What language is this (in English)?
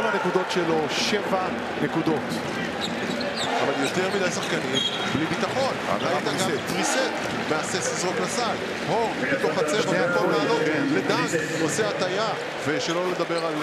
Hebrew